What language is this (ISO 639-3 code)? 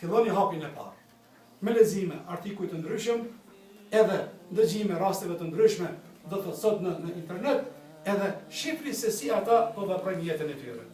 sqi